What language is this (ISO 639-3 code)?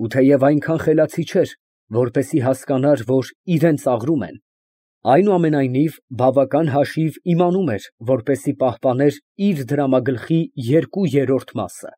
hye